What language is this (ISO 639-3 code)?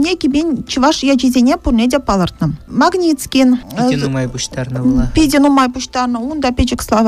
chv